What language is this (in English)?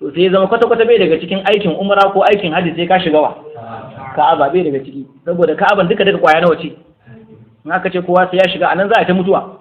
Hausa